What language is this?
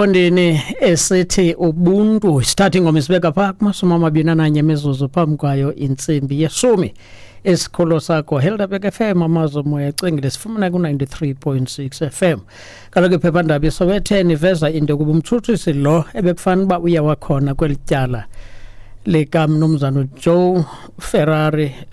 Xhosa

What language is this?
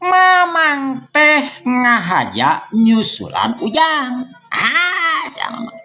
Sundanese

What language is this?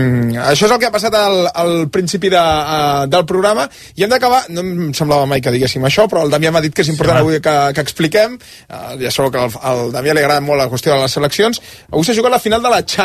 Catalan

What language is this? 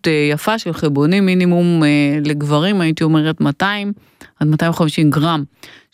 Hebrew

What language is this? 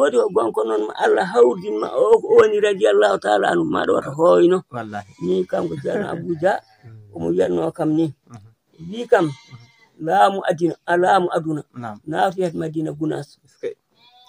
Fula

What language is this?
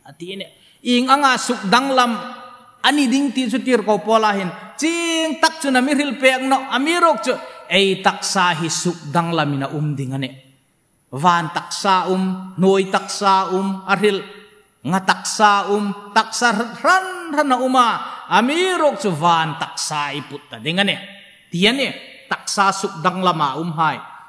Hmar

